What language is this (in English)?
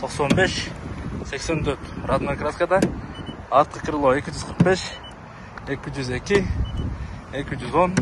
Kyrgyz